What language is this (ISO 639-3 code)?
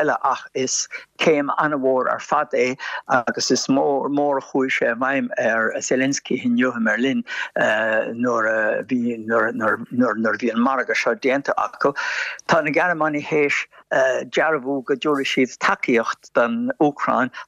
gle